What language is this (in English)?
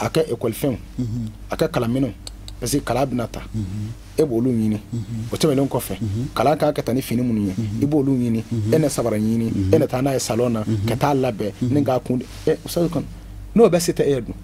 Bambara